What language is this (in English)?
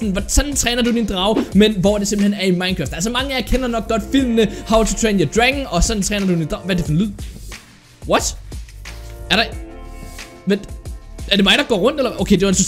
Danish